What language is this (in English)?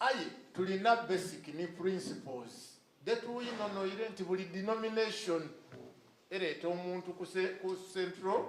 Soga